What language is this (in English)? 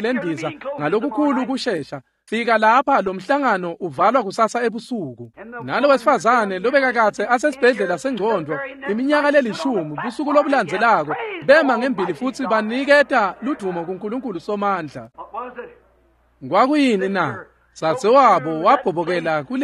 Swati